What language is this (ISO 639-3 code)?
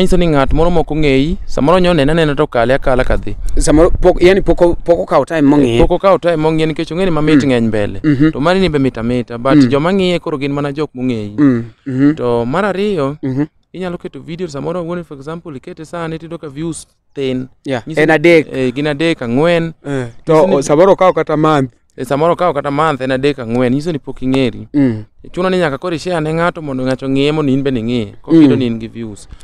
luo